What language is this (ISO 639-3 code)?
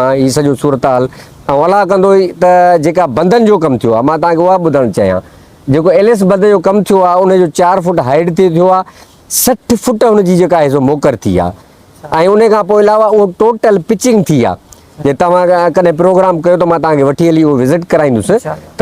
snd